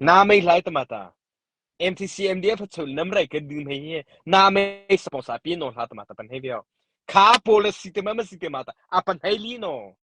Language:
Mara Chin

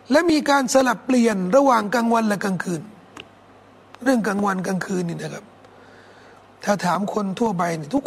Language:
Thai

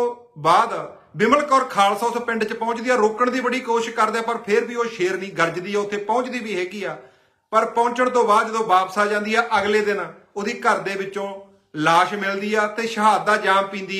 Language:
Punjabi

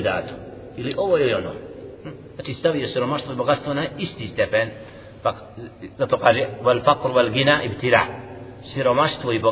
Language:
Bosnian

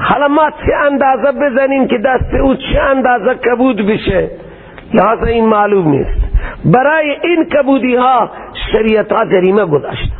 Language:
Persian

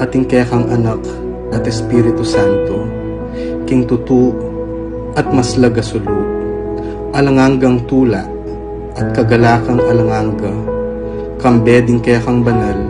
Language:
Pampanga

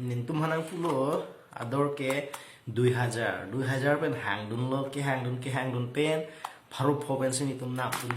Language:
Karbi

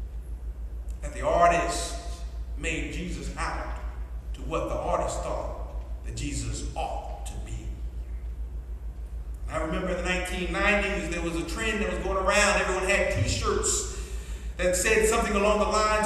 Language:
English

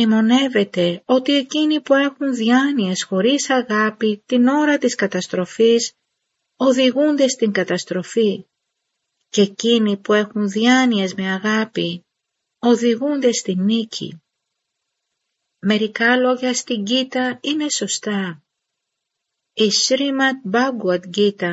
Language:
Greek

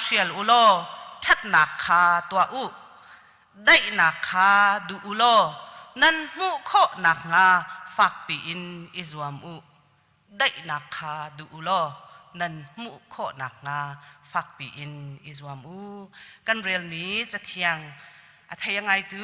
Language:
Hakha Chin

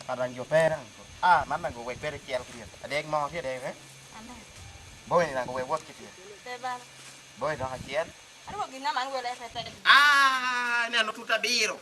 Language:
Lango (Uganda)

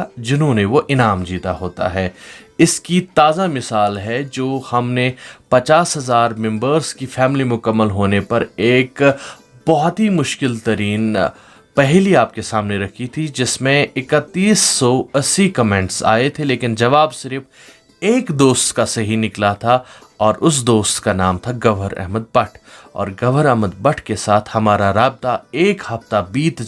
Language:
Kashmiri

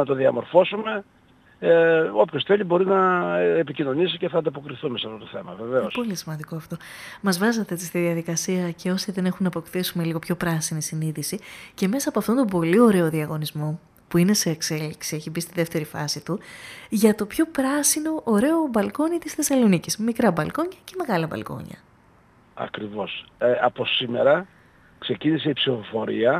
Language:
Greek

